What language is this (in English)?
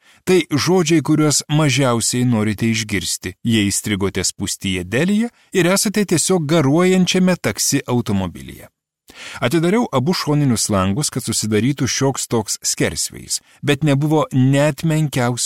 Lithuanian